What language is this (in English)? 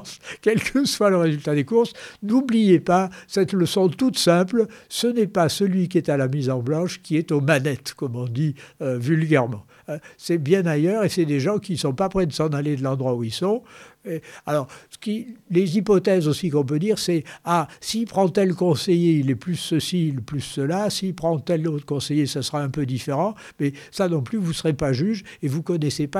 French